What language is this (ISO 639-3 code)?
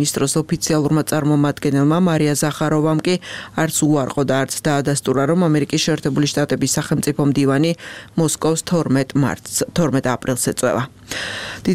kat